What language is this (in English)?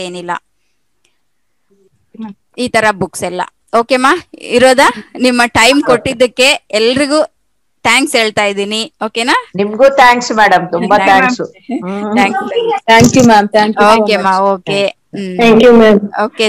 Kannada